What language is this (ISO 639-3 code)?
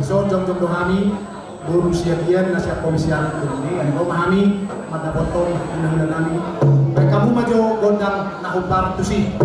bbc